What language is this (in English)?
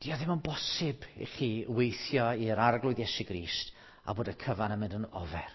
Welsh